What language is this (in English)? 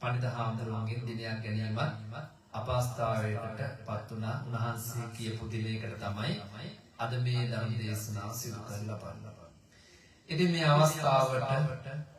Sinhala